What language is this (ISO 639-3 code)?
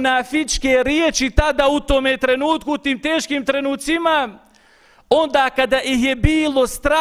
bos